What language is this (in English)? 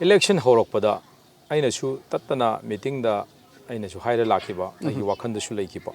Manipuri